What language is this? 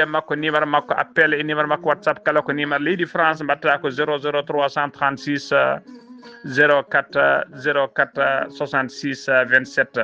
Fula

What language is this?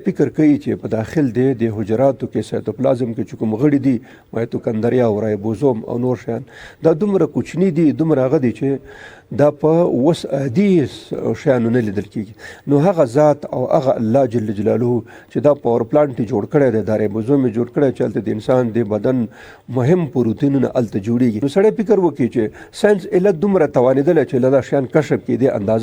Pashto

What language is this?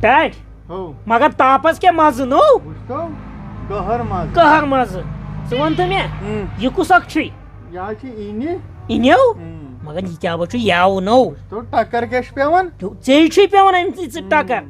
Kashmiri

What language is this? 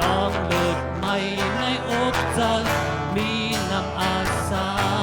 Shan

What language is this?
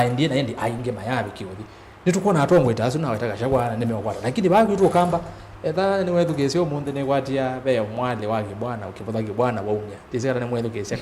Kamba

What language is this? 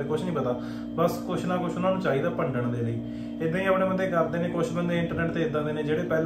Punjabi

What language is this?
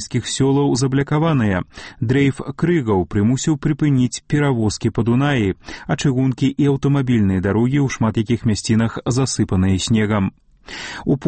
Belarusian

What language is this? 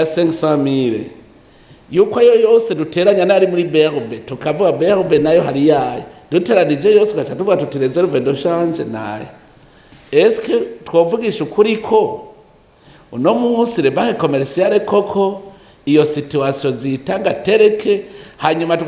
Rundi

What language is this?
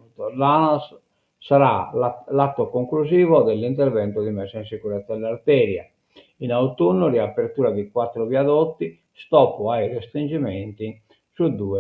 Sardinian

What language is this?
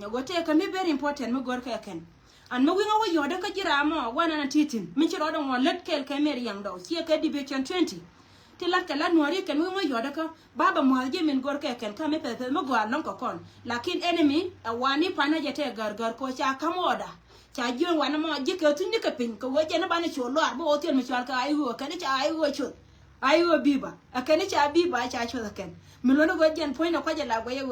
Nuer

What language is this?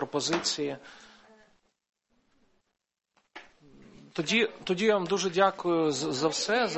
Ukrainian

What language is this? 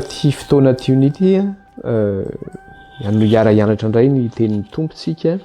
Malagasy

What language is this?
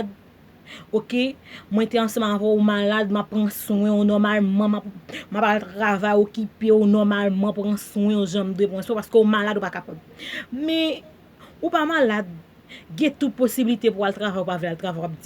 Haitian Creole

